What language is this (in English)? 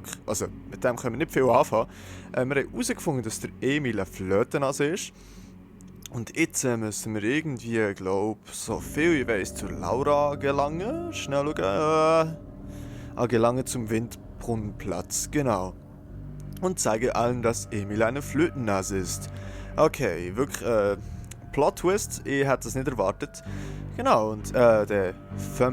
Swiss German